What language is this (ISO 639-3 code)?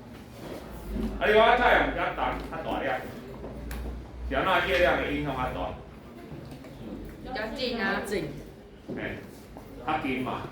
nan